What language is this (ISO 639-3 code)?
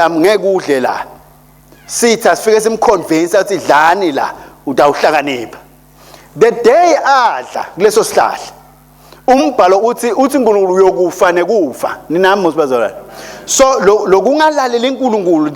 ssw